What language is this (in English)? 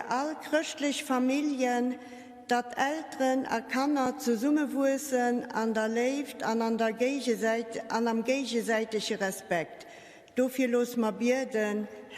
Luxembourgish